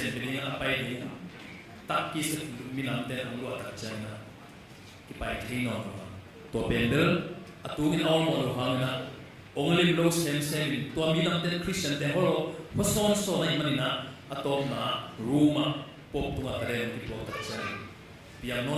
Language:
Tedim Chin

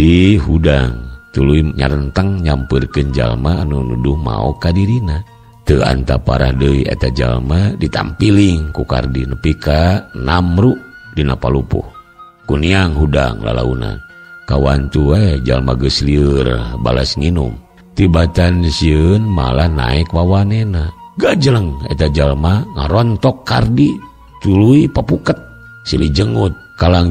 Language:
Sundanese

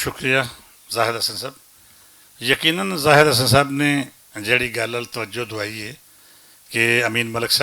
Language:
Western Panjabi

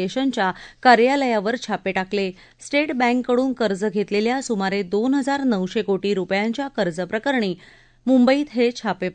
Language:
Marathi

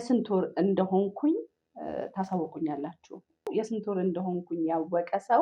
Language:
Amharic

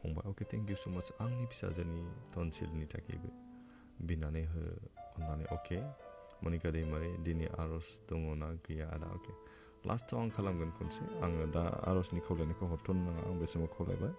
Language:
Bodo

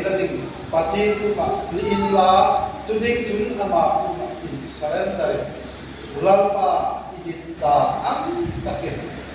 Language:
Hmar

